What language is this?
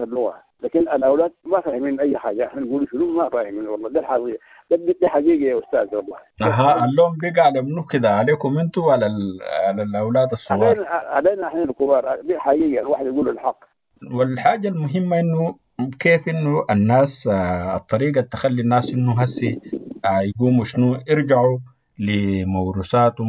Sudanese Arabic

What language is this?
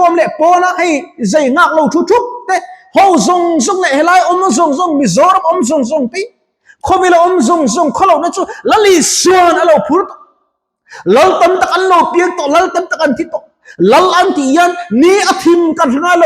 Mizo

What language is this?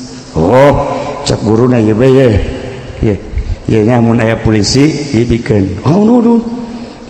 Sundanese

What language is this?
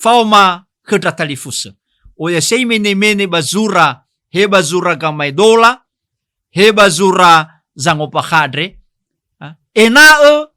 Nias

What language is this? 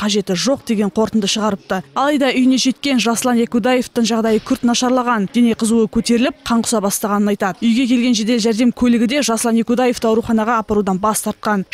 Kazakh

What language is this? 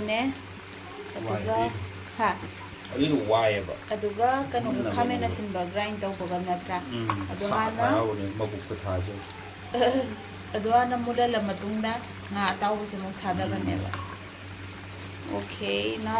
Manipuri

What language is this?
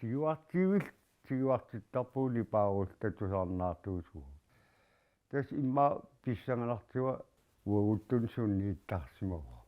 Kalaallisut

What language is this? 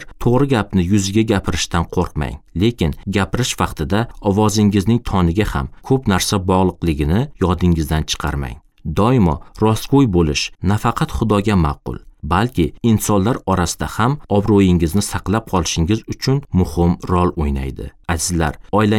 Uzbek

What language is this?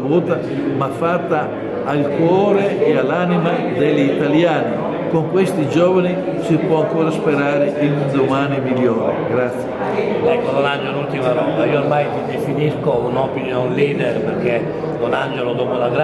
Italian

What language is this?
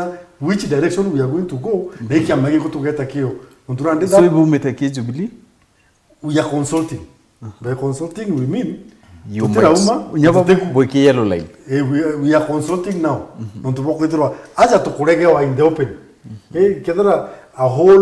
Meru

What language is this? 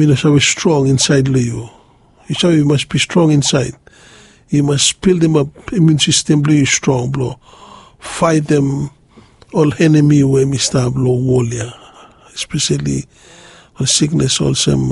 Bislama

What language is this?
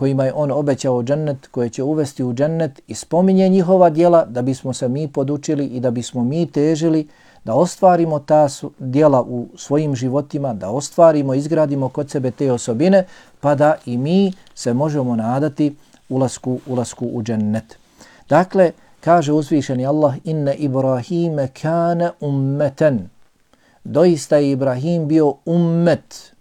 Bosnian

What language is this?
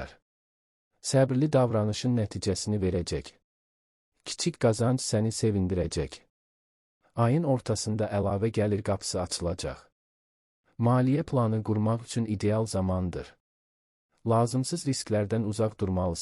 Azerbaijani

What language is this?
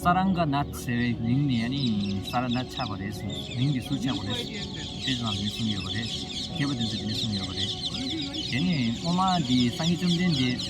Tibetan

